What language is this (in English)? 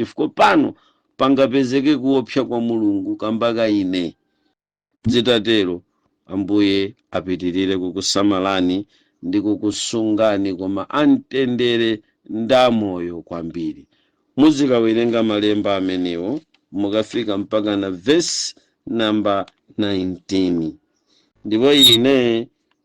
Nyanja